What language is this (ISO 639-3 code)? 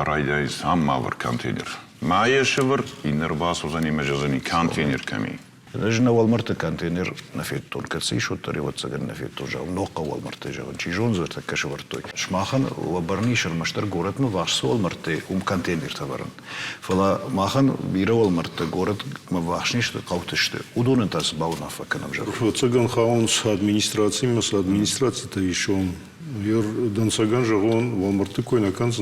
oss